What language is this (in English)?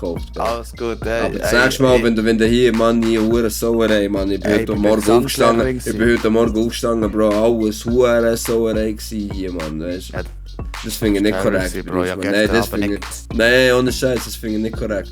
Swiss German